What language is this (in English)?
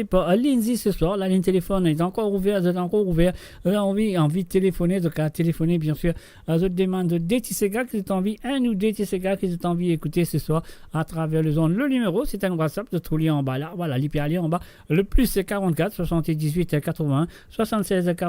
Morisyen